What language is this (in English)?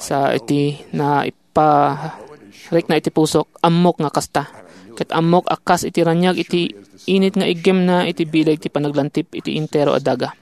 Iloko